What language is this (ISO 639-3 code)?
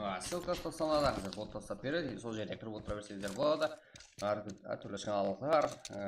kaa